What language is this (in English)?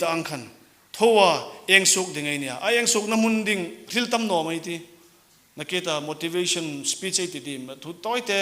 Hmar